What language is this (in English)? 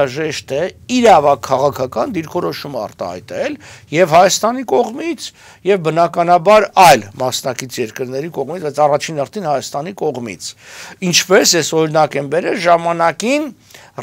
Armenian